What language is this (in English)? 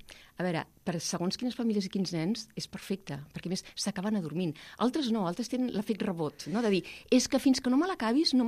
Catalan